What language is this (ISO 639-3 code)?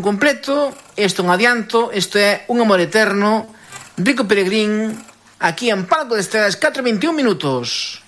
glg